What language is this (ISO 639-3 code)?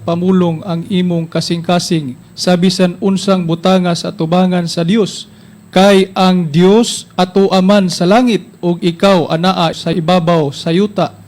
ceb